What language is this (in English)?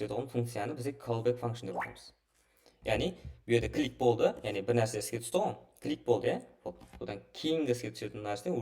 Kara-Kalpak